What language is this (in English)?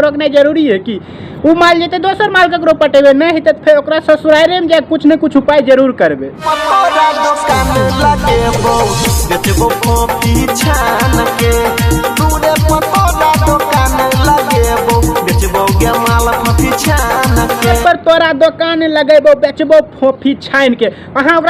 Maithili